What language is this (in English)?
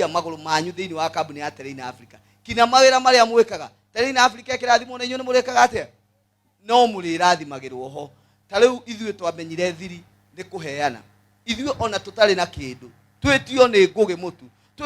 Kikuyu